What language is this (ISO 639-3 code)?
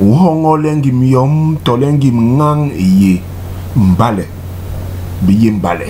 bas